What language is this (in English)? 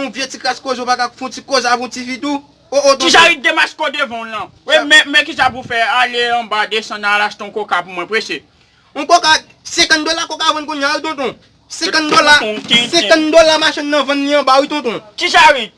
Haitian Creole